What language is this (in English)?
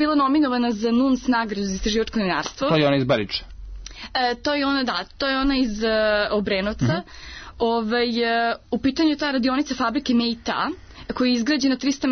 Serbian